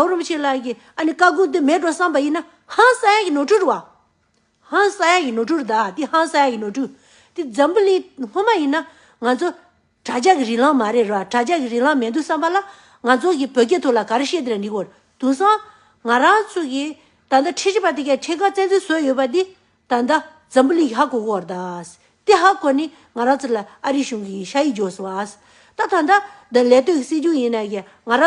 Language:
Tibetan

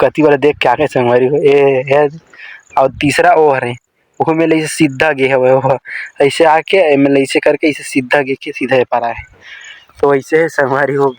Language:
Chhattisgarhi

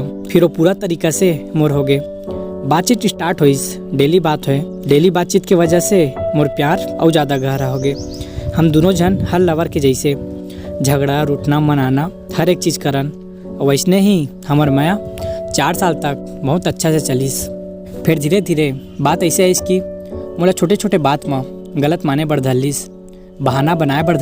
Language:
Chhattisgarhi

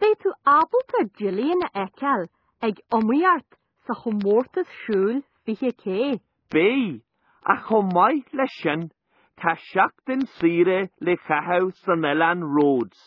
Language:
Irish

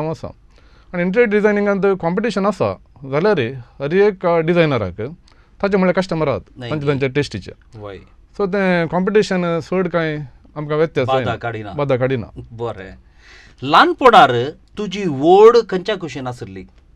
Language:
Konkani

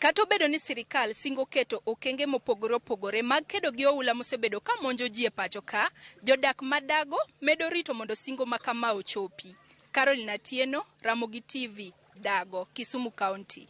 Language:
Luo (Kenya and Tanzania)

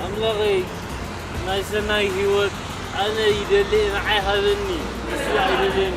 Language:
Tigrinya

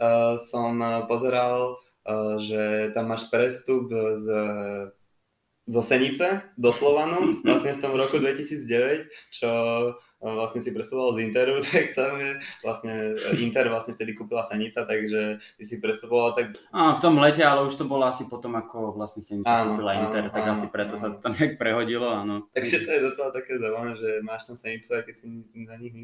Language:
Slovak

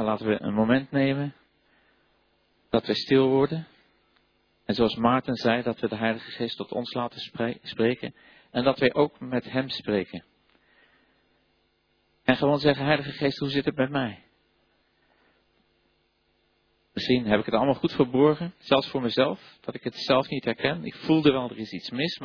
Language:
Dutch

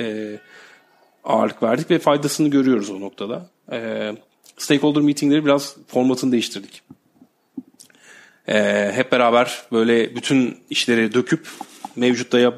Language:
Turkish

